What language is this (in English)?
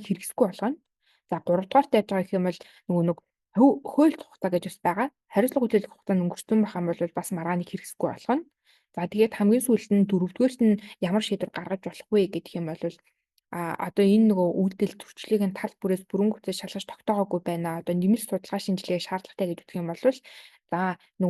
Mongolian